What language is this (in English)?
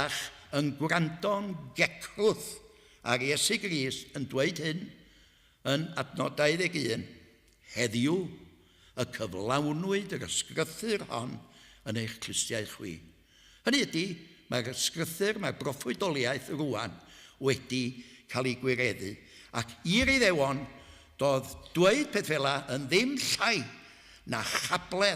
Welsh